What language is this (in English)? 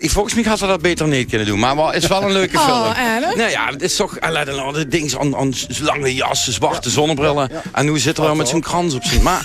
Limburgish